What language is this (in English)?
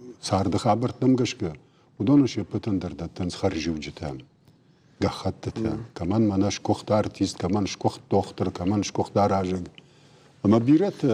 Ossetic